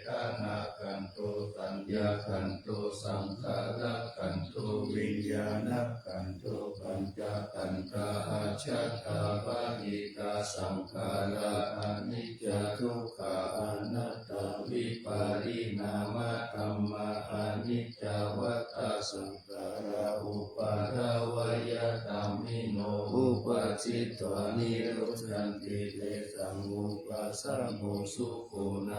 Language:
Pali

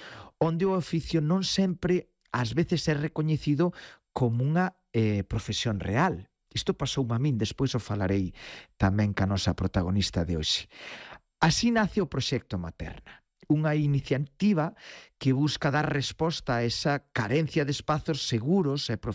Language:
Galician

